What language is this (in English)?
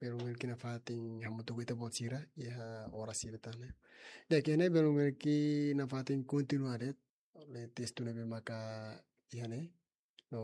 Tetum